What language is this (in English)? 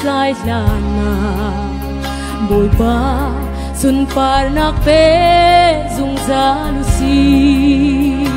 Hakha Chin